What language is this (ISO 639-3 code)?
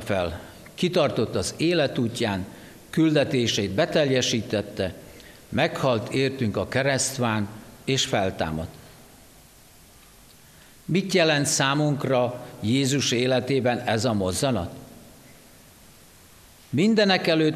hun